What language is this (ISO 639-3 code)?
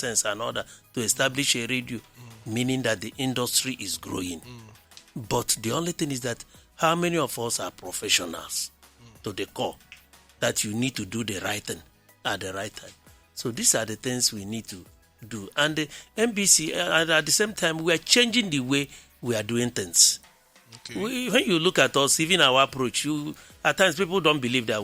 pcm